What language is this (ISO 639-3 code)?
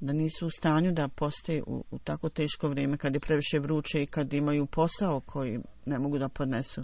bos